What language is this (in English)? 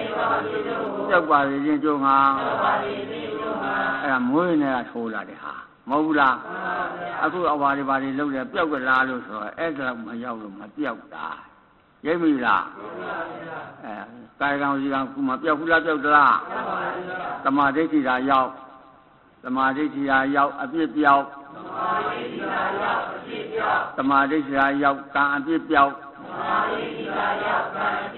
Burmese